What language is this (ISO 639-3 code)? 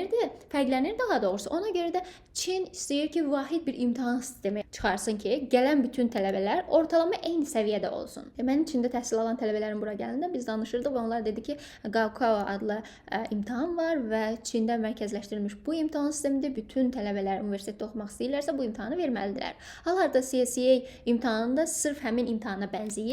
aze